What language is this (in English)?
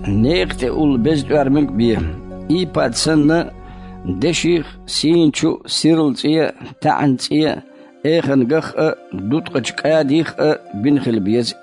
Chechen